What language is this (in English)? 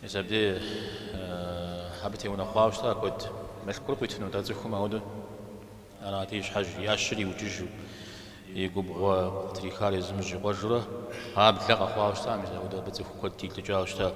Kabardian